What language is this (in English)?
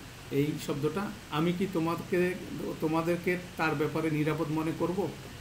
Bangla